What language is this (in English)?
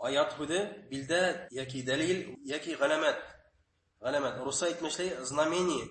Bashkir